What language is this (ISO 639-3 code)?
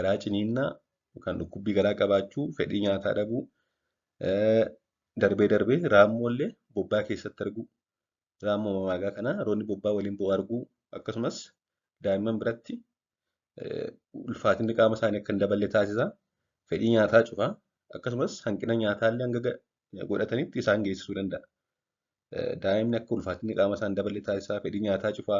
orm